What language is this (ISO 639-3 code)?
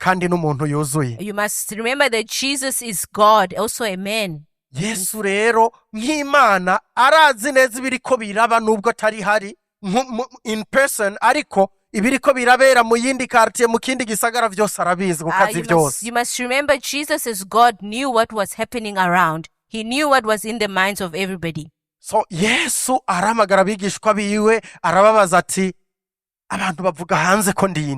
run